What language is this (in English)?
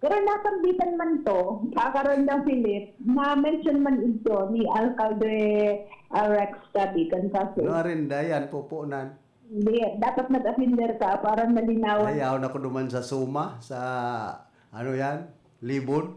Bikol